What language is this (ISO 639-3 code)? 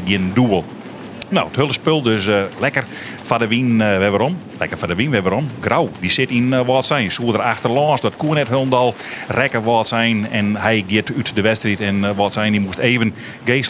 fry